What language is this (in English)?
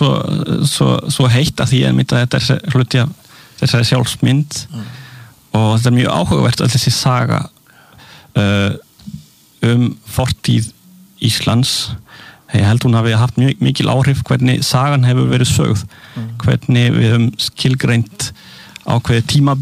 Icelandic